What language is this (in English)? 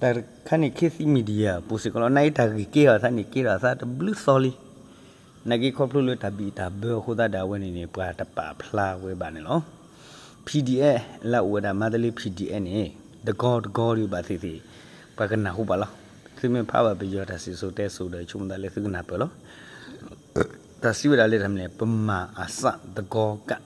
S'gaw Karen